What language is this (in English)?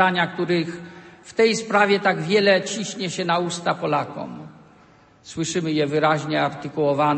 Polish